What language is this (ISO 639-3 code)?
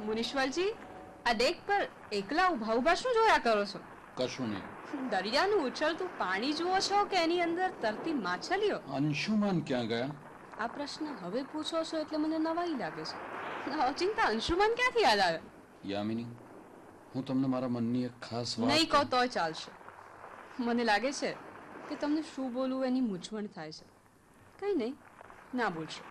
guj